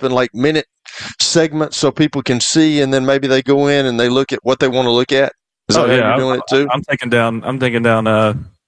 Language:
English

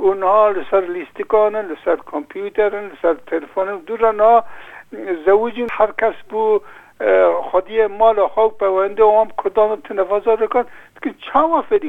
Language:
Kurdish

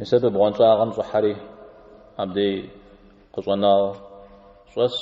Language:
Kabardian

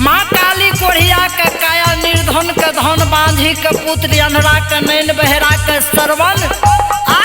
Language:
Maithili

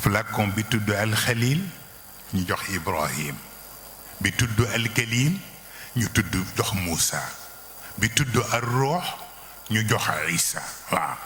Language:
Wolof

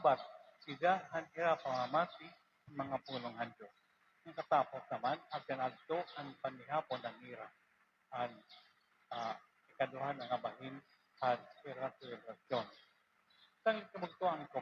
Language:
Waray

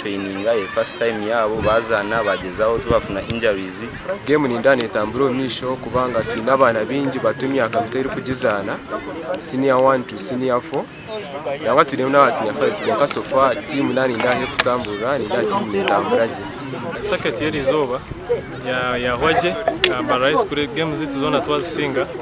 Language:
Nyankole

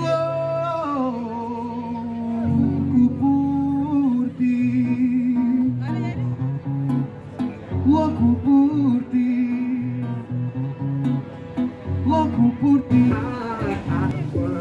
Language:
Portuguese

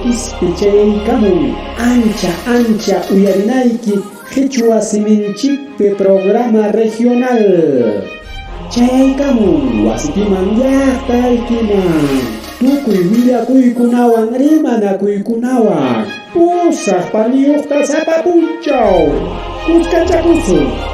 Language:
Ayacucho Quechua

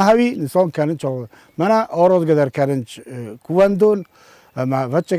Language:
Ossetic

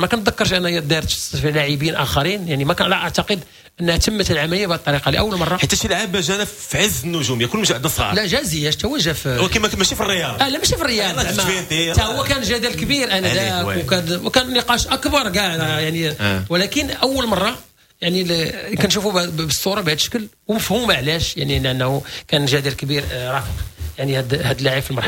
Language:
Moroccan Arabic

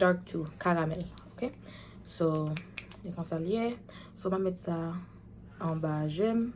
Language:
Haitian Creole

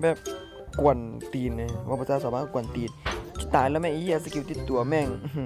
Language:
Lao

